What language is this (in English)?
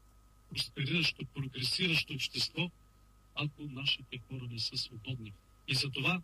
Bulgarian